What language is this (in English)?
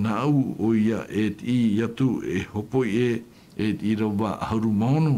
Tahitian